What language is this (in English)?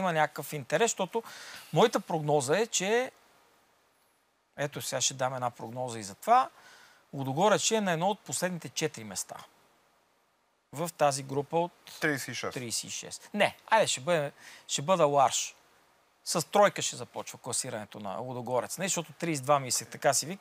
Bulgarian